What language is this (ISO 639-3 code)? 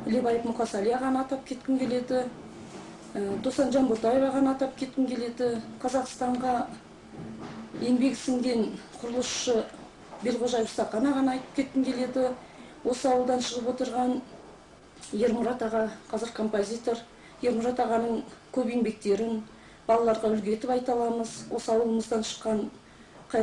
kaz